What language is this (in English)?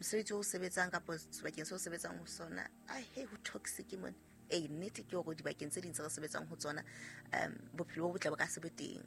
Southern Sotho